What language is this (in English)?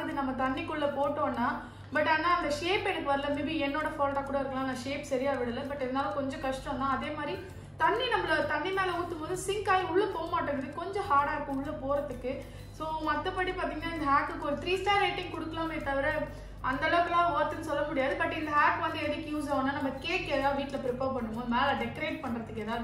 Tamil